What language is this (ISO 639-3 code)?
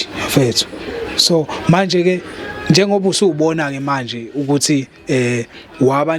zul